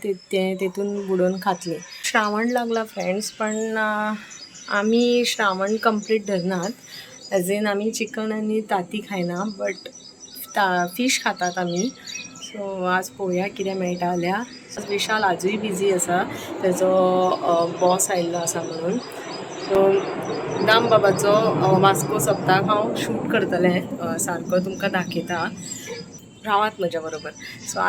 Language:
Konkani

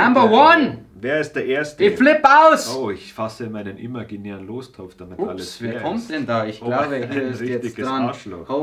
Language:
Bavarian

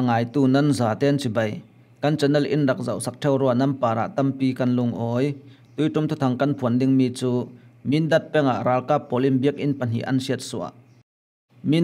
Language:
Falam Chin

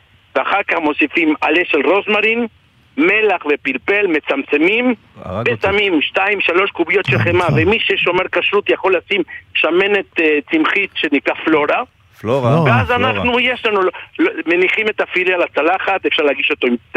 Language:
Hebrew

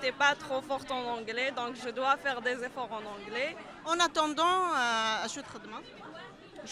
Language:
Kabyle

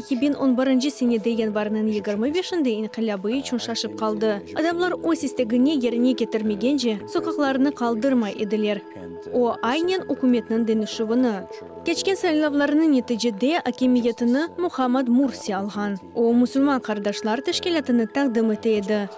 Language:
Crimean Tatar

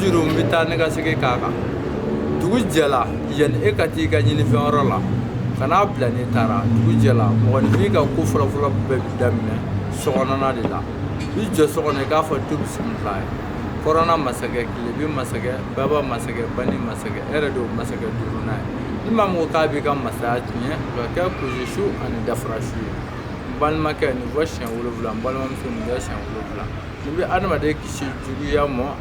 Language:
Bambara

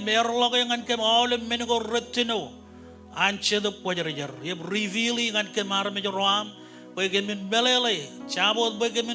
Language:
Marshallese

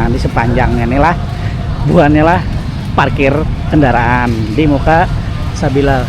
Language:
Banjar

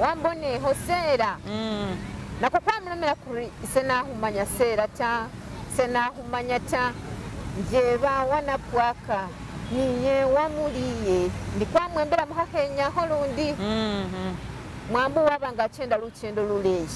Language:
Masaaba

